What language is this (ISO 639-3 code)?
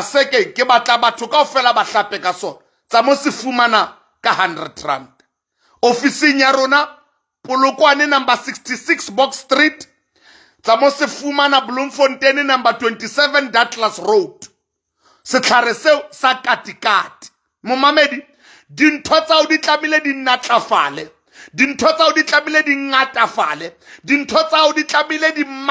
sot